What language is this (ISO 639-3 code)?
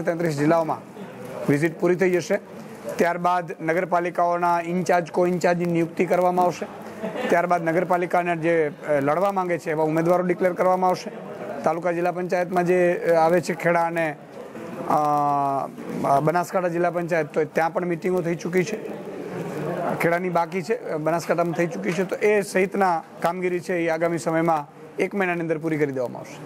guj